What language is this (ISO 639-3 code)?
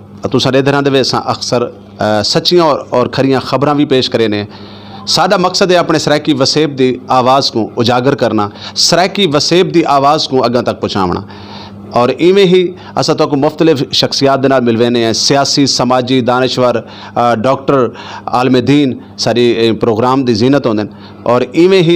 skr